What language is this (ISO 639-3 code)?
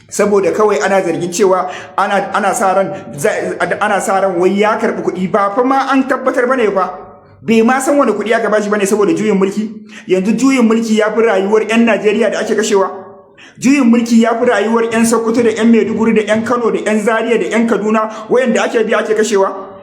hau